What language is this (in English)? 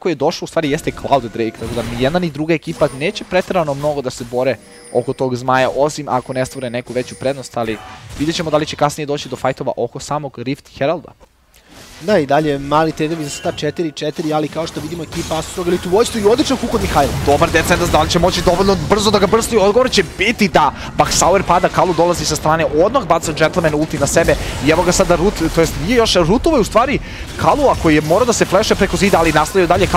Serbian